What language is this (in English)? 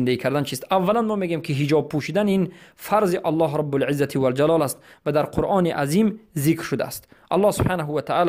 Tajik